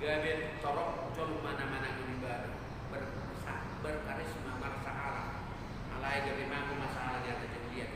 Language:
Batak Toba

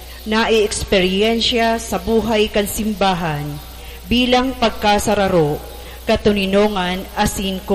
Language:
Bikol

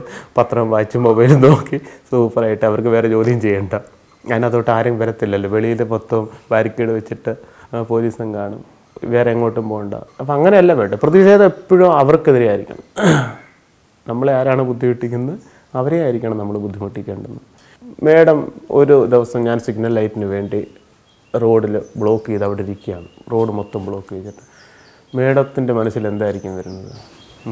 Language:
Malayalam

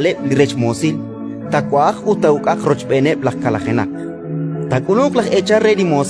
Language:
Kekchí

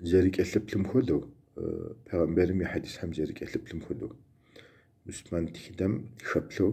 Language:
Kabardian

